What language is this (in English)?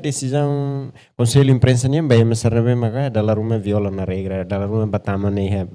Tetum